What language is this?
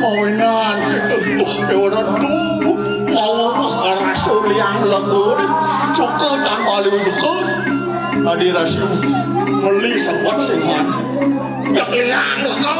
Balinese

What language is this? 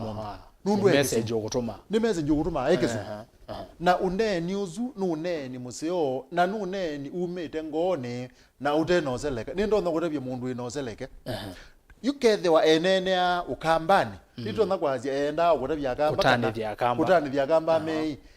Kamba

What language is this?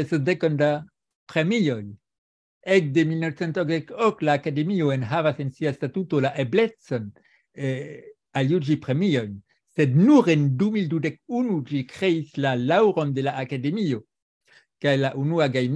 Esperanto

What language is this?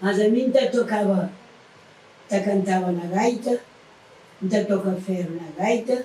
Kabuverdianu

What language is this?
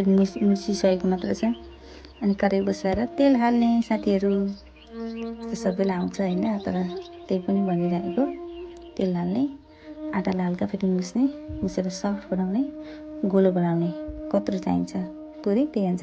Nepali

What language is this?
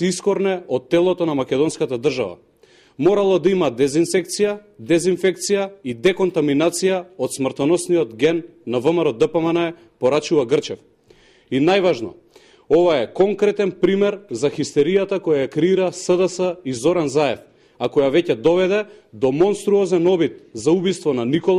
Macedonian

